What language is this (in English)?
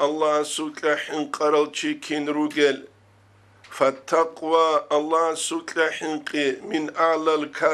Avaric